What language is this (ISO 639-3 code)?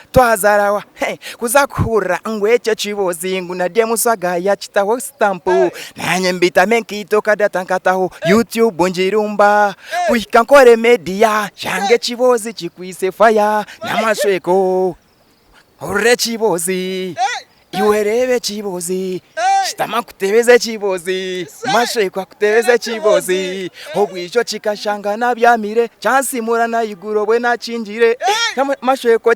nyn